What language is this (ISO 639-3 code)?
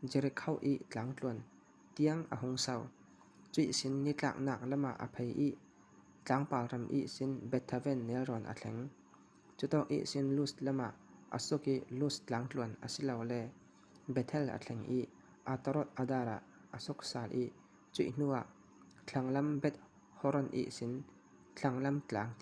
cfm